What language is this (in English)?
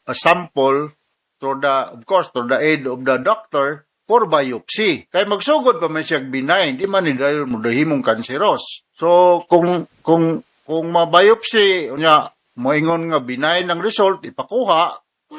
Cebuano